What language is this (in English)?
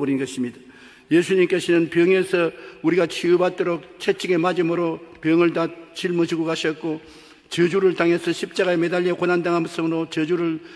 Korean